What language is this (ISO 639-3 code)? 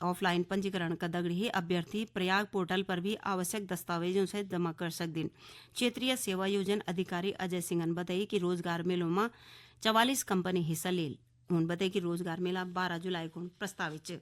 gbm